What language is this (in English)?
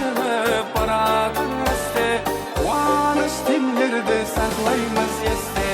Kara-Kalpak